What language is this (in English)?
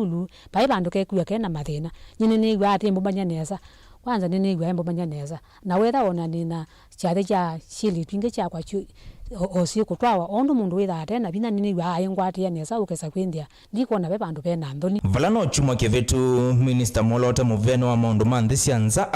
Kamba